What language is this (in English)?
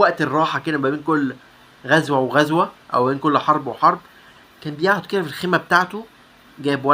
Egyptian Arabic